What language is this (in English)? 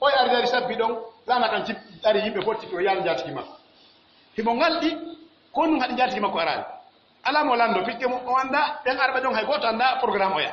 Pular